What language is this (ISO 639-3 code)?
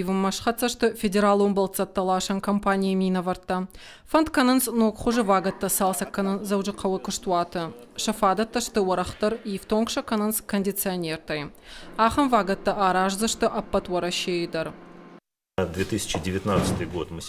oss